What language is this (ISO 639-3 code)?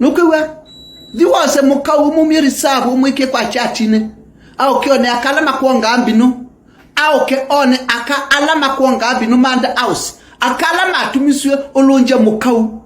kam